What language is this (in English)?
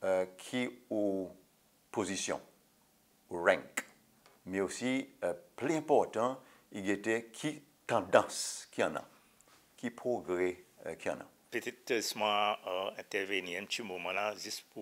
Seselwa Creole French